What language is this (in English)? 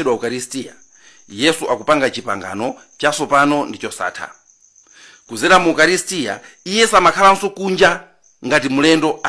Nyanja